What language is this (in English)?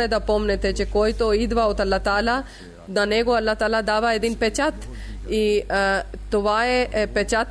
Bulgarian